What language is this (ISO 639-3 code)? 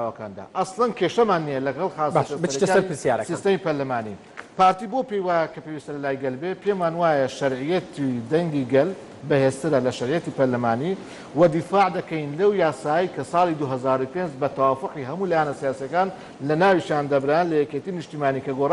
ckb